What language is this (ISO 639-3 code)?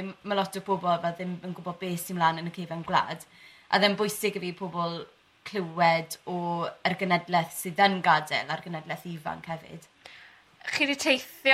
cym